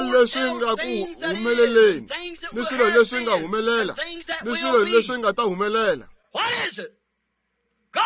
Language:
Tsonga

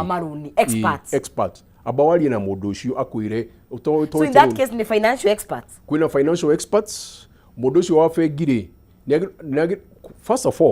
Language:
Kikuyu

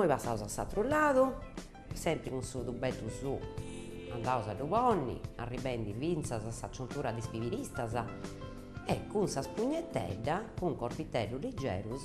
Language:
Sardinian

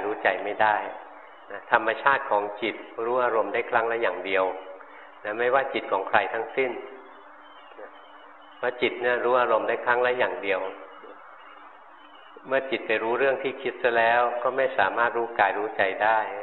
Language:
Thai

